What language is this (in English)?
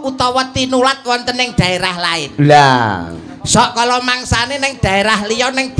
Javanese